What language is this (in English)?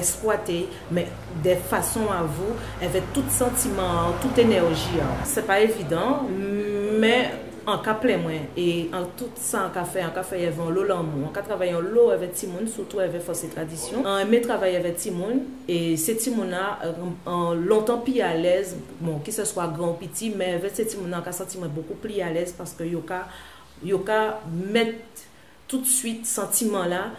Guadeloupean Creole French